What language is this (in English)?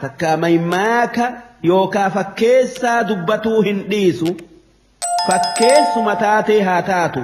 Oromo